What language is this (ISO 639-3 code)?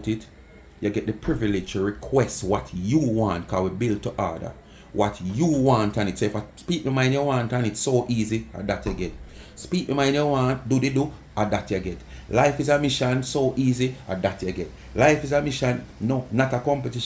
jam